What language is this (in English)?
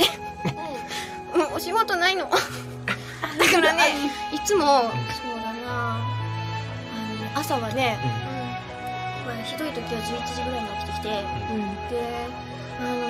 Japanese